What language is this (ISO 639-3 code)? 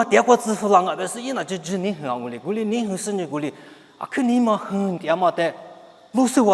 lis